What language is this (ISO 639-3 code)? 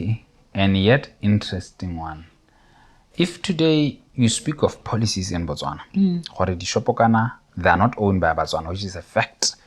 tsn